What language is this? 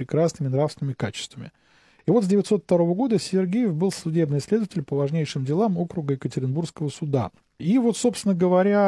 Russian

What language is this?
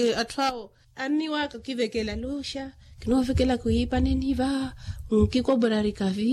Makhuwa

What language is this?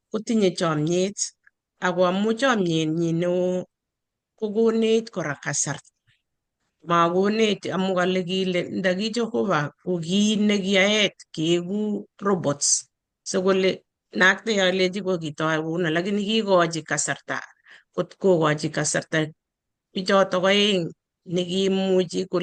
Kalenjin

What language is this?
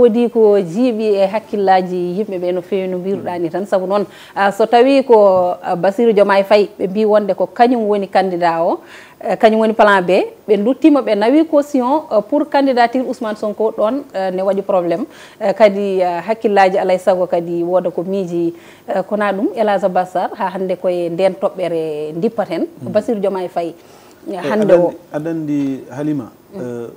Fula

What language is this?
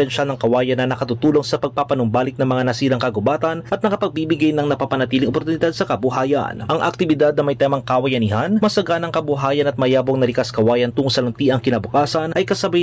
Filipino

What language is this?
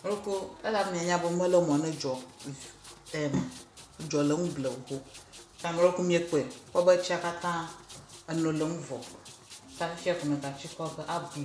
Ewe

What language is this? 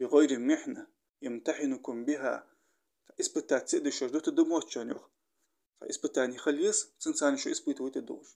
Ingush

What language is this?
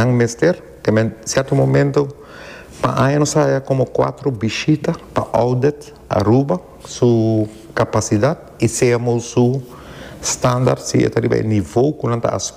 Papiamento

